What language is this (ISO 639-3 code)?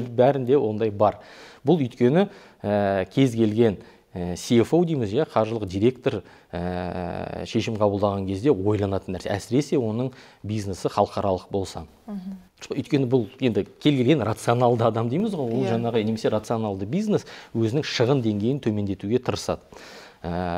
kaz